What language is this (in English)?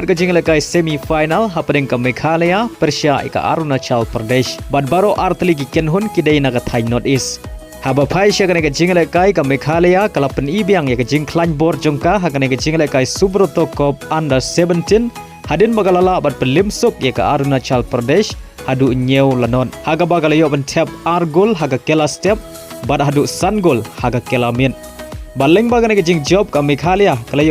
Khasi